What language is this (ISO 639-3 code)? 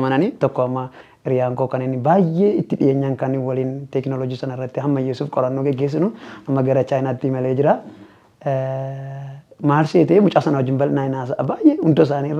orm